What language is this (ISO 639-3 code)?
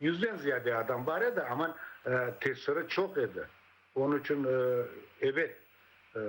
crh